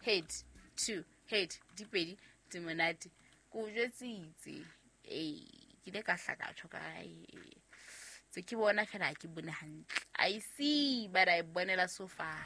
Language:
Southern Sotho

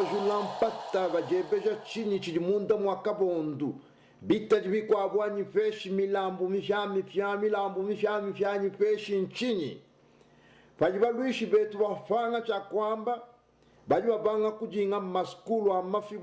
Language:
Luba-Lulua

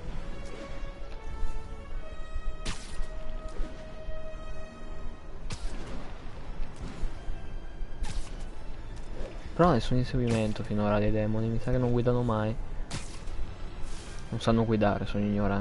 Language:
Italian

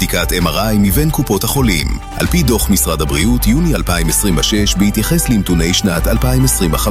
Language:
Hebrew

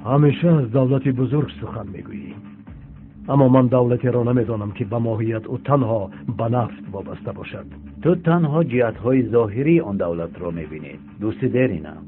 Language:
Tajik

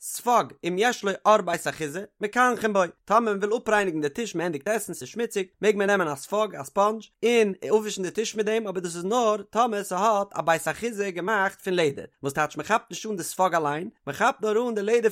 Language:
Yiddish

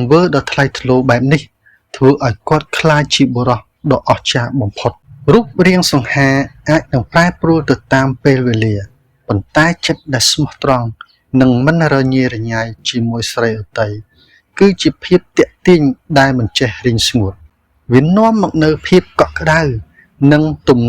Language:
Khmer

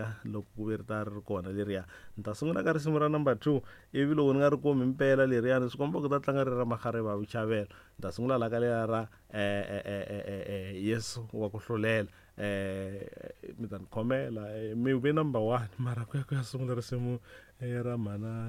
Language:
Tsonga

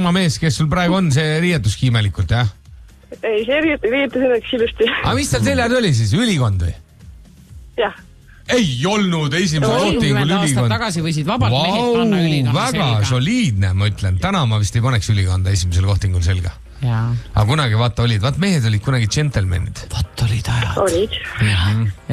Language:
Estonian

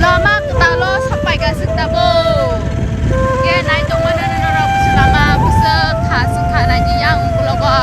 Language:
Kok Borok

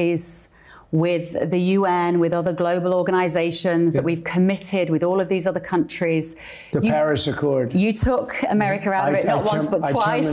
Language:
English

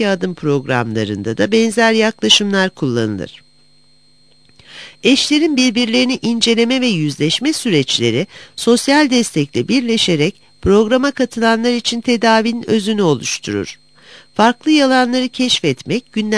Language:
Turkish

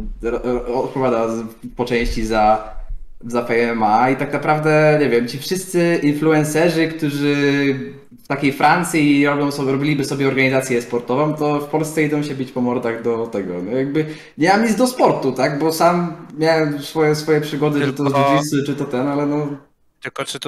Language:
Polish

